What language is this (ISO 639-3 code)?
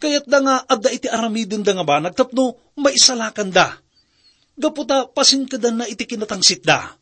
ilo